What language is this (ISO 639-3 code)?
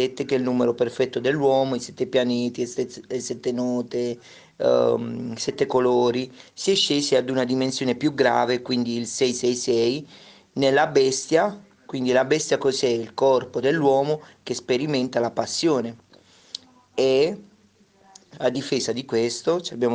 ita